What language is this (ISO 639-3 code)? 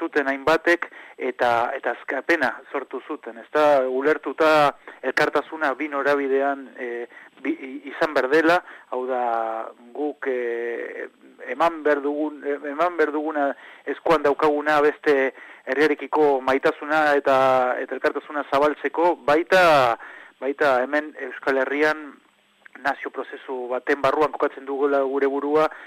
eus